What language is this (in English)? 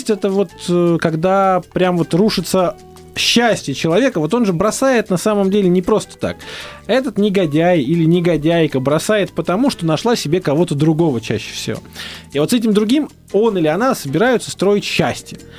Russian